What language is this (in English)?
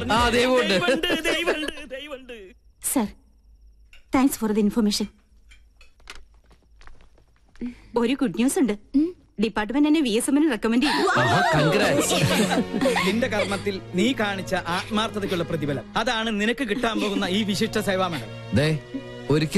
Malayalam